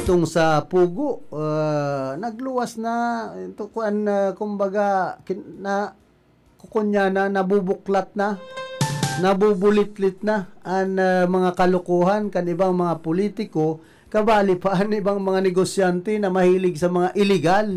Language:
Bikol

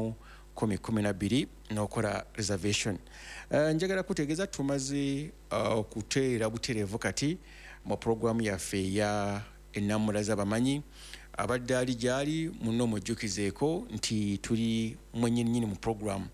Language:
Ganda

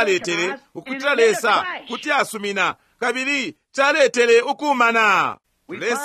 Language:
Bemba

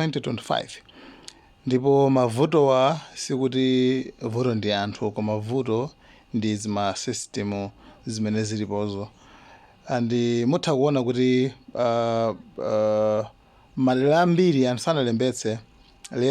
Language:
Nyanja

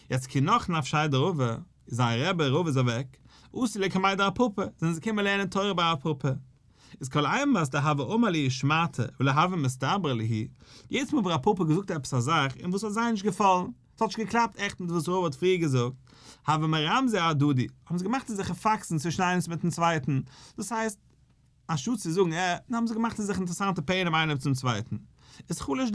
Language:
Yiddish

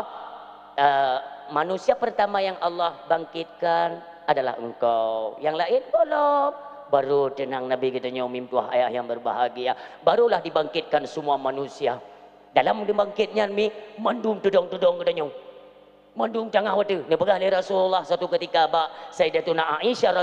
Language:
Achinese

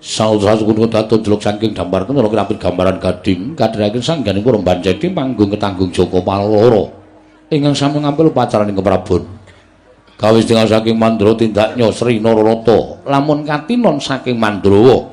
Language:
Javanese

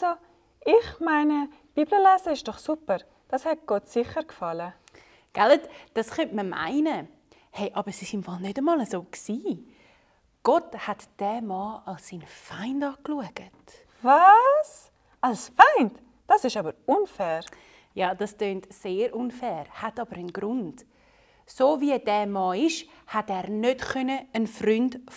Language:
Swiss German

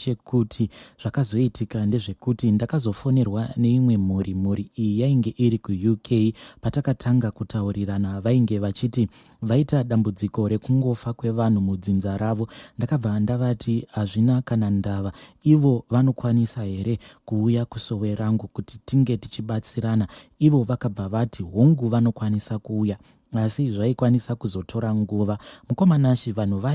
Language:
Shona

